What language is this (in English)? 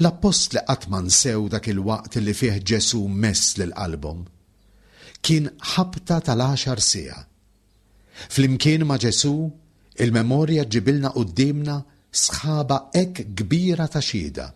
Maltese